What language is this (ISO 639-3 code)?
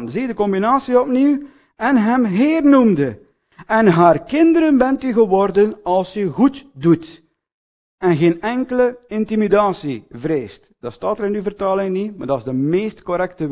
nld